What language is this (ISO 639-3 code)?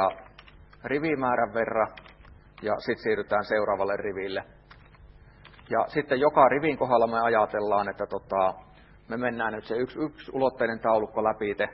fin